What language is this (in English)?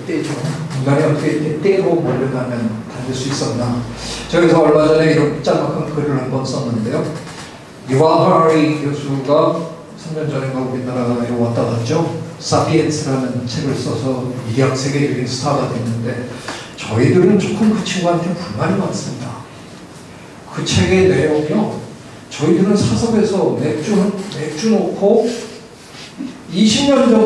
Korean